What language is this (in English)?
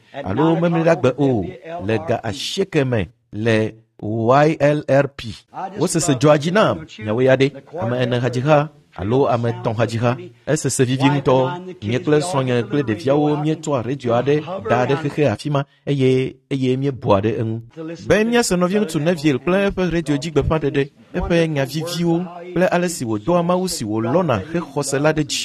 Ewe